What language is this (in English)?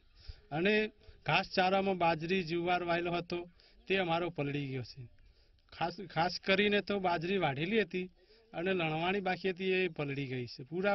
Gujarati